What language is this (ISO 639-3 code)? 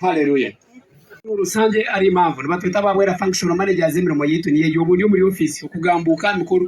nyn